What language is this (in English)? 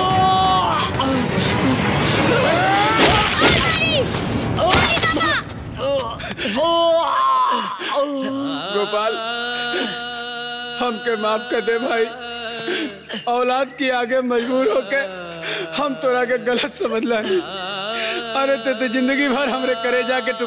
Bhojpuri